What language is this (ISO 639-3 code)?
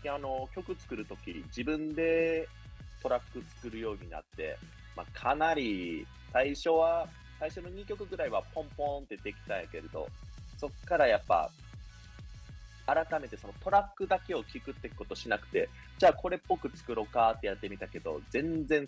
jpn